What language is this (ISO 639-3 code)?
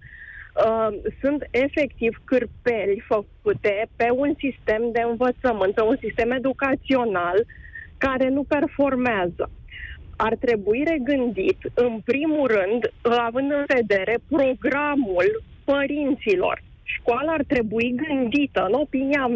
ron